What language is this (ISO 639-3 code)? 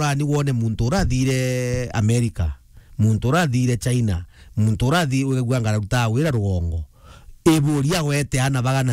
mer